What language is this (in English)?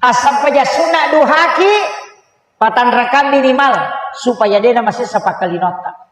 Buginese